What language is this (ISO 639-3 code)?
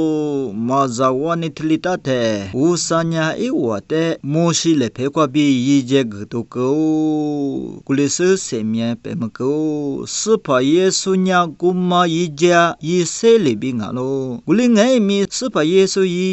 lis